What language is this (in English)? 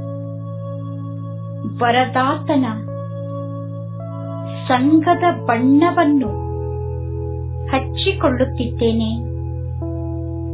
Kannada